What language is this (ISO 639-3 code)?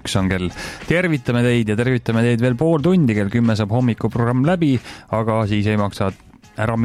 est